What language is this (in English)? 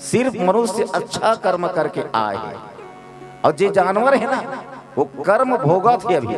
Chhattisgarhi